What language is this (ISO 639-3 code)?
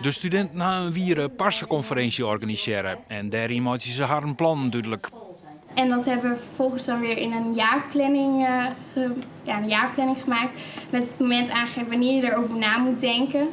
fry